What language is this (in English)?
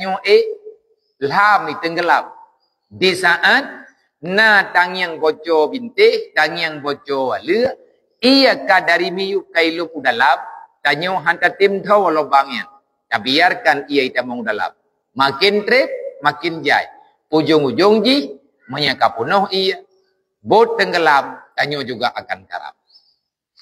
Achinese